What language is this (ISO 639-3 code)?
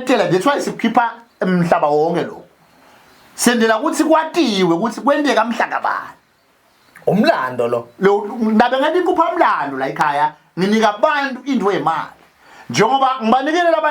zul